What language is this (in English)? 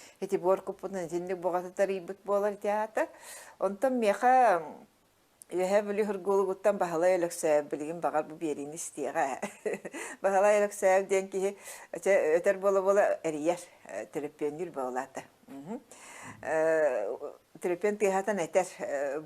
Yakut